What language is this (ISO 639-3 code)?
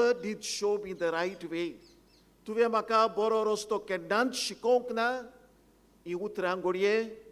kok